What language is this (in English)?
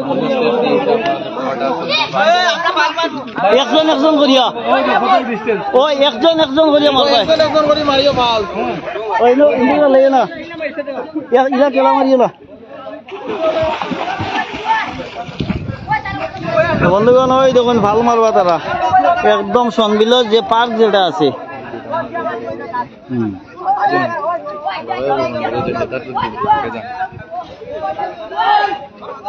Bangla